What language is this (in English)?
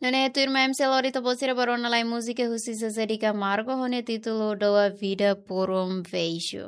Tetum